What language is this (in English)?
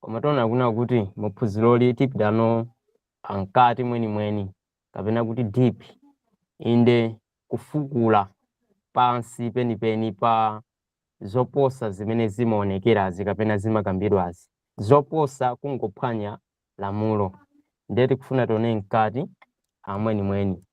Nyanja